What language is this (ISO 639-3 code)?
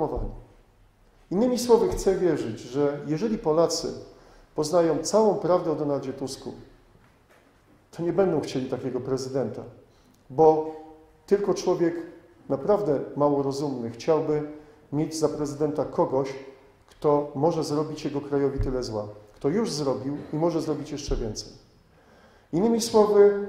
pol